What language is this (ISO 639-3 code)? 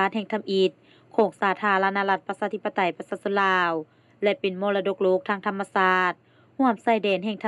lao